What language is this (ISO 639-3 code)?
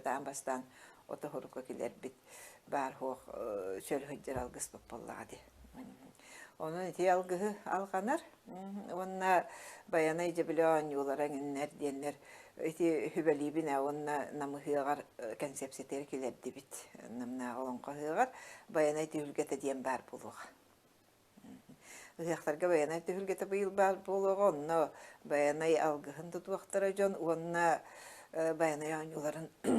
sah